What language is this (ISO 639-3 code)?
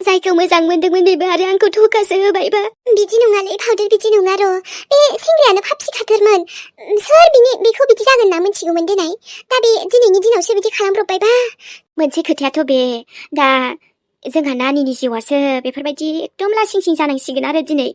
brx